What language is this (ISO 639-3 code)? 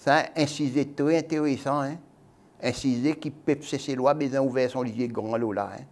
crs